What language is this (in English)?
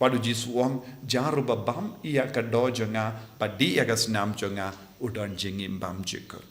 Khasi